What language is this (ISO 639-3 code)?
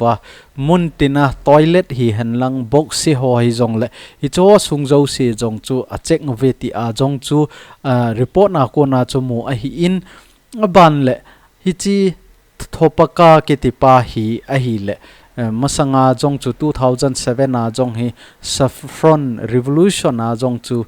tcz